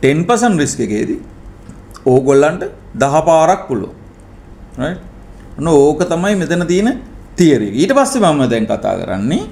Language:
Sinhala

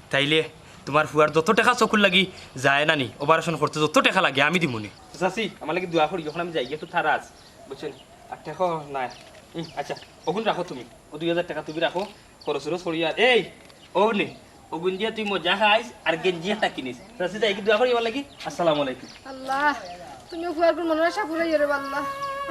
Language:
Sylheti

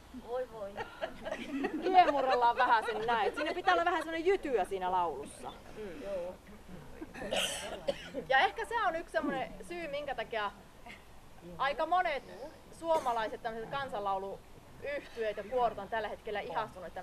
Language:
Finnish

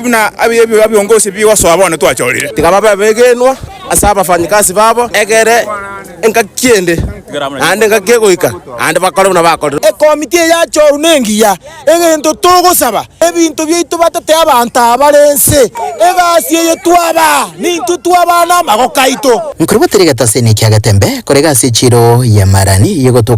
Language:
Gusii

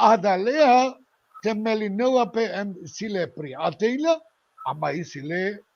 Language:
Balkan Romani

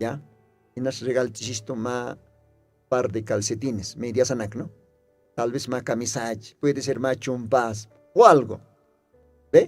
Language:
Aymara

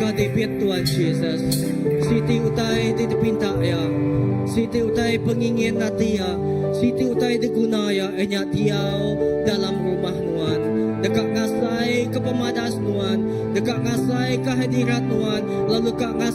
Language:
Iban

